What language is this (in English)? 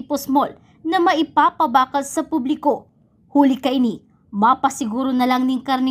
Bikol